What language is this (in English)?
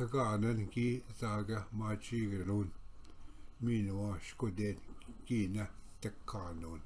Ojibwa